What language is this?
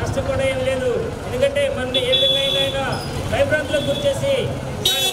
Telugu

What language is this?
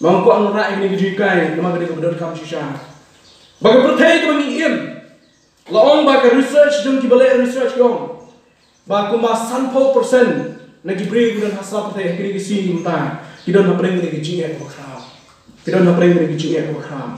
Khasi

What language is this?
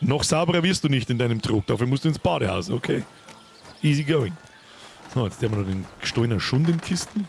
Bavarian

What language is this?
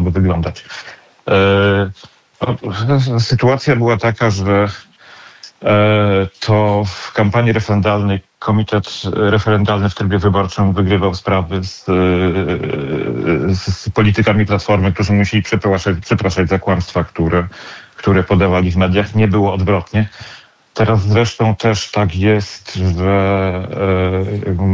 Polish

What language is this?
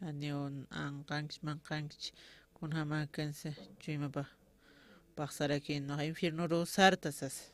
Aymara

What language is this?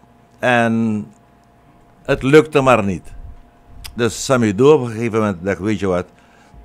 Dutch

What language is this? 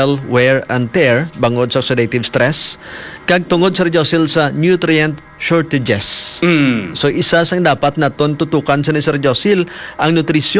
Hiligaynon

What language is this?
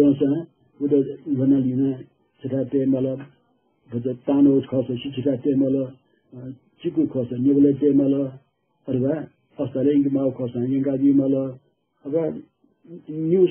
Newari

